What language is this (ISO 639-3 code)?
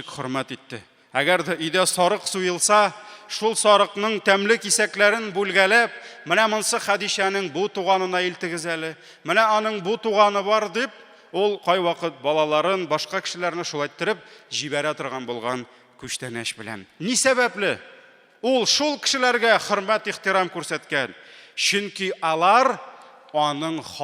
tat